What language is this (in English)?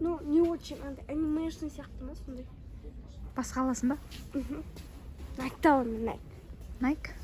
Kazakh